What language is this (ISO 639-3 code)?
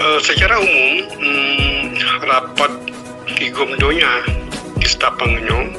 ace